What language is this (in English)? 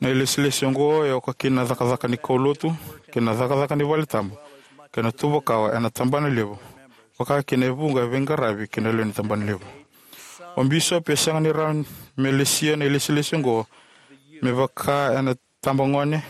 Fijian